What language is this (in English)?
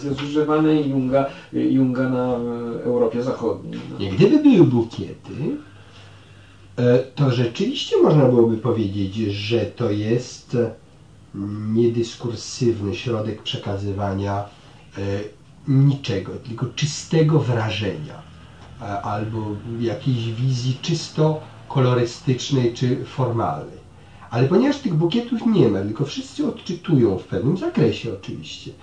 Polish